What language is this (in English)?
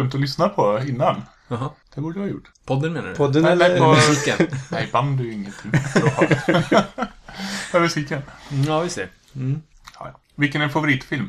Swedish